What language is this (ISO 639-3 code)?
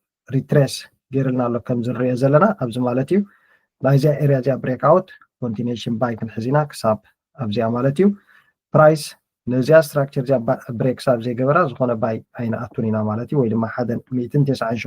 tir